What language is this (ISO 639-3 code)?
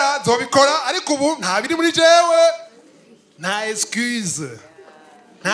run